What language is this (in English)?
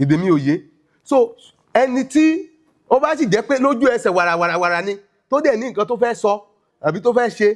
Yoruba